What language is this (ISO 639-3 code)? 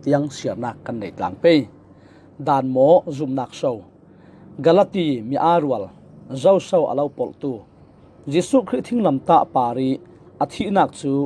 cfm